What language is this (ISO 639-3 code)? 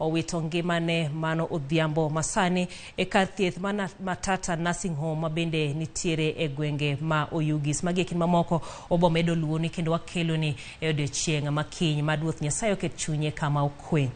luo